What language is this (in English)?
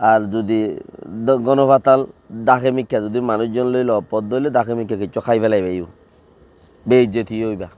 Rohingya